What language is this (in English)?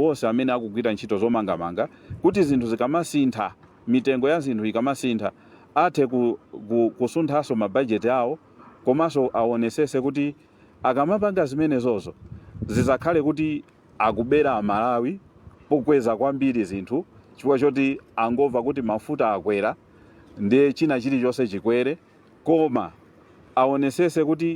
Nyanja